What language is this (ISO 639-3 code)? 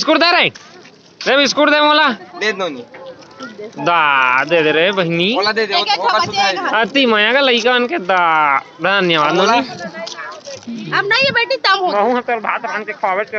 hne